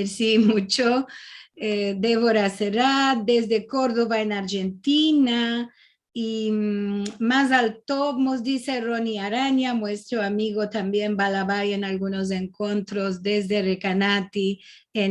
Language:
Ladino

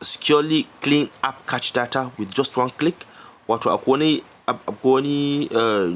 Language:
Hausa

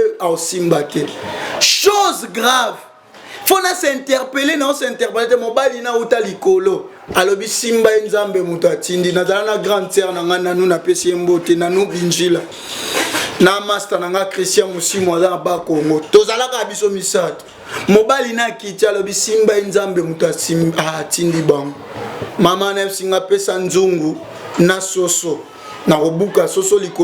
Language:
Lingala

